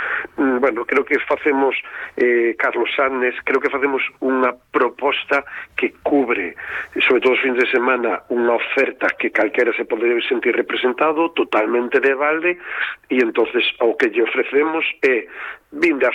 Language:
Galician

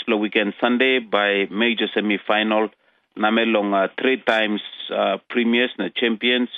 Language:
Tok Pisin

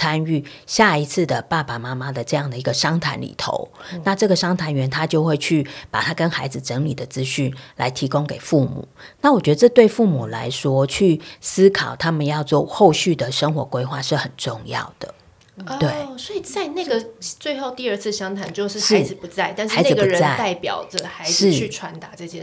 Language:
Chinese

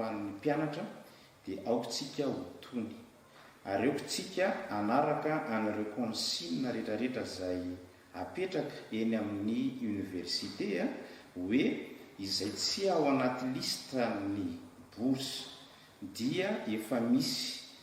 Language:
Malagasy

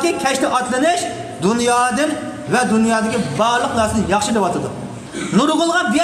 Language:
Uyghur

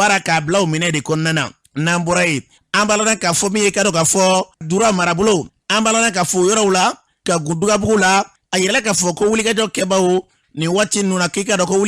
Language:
Bambara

